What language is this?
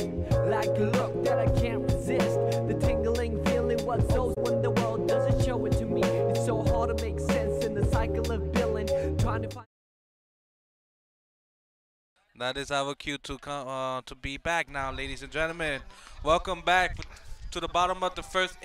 English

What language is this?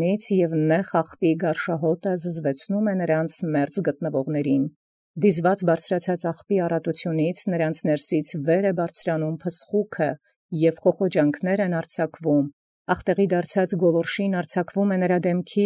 Armenian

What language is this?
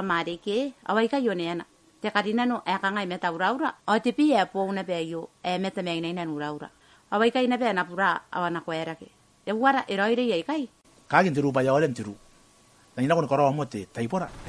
Gilbertese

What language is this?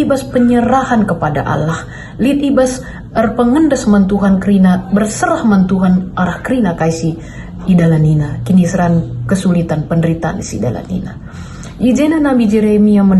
Batak Karo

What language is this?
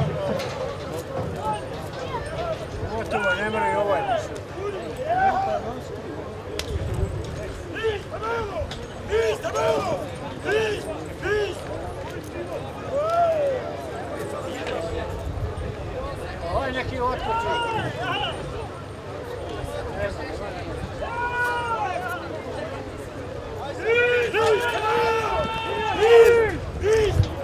Croatian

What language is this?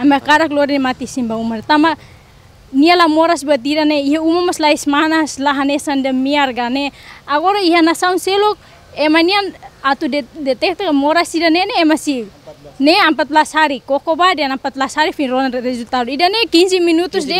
Tetum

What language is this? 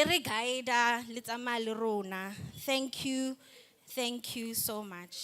Southern Sotho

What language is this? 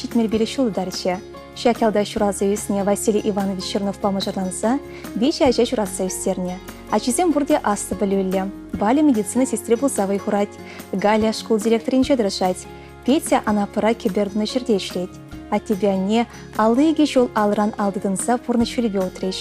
Chuvash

